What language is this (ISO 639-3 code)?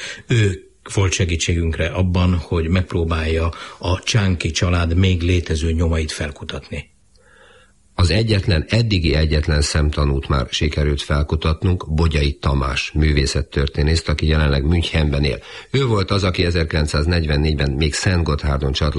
hun